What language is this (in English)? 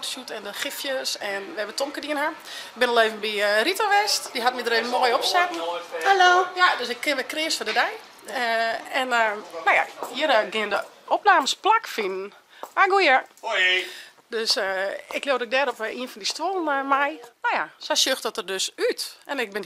Western Frisian